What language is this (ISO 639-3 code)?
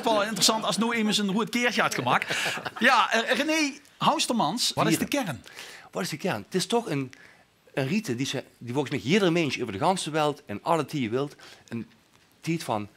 lim